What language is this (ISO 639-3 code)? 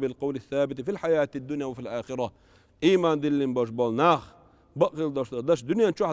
che